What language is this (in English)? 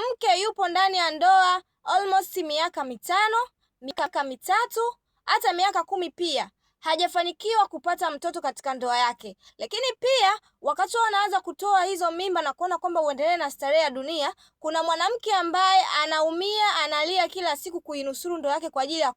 Swahili